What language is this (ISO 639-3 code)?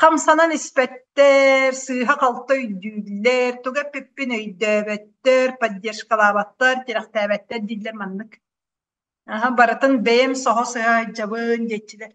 sah